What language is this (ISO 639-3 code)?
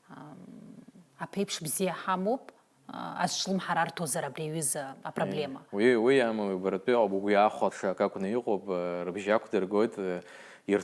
abk